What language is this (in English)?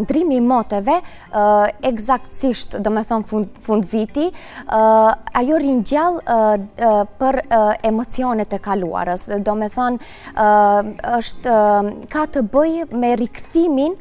Albanian